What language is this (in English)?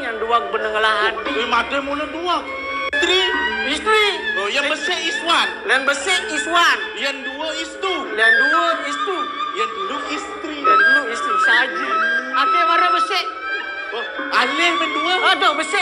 Balinese